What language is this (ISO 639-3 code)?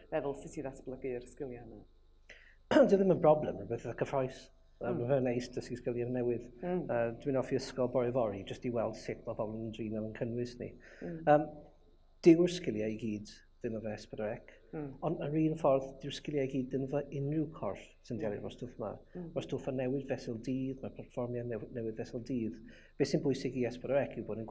cym